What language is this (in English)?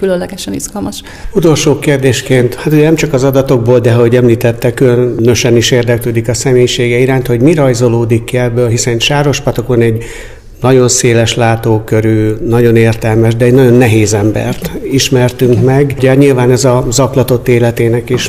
Hungarian